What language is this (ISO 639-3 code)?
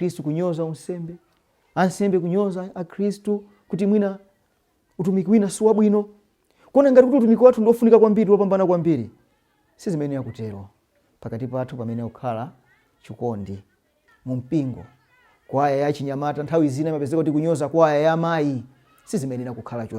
nya